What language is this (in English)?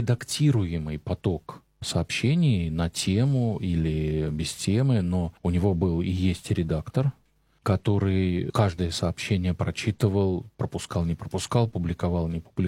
Russian